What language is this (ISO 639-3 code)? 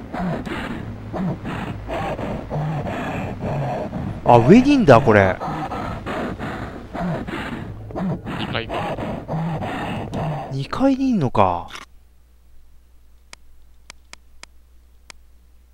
jpn